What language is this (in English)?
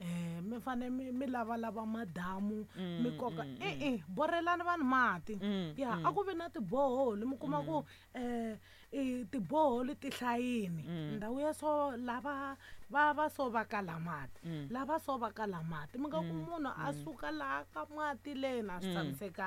Tsonga